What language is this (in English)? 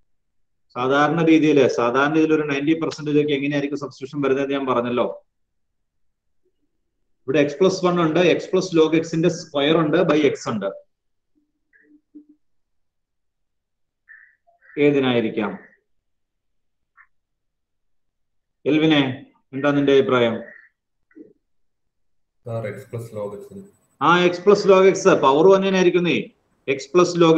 Malayalam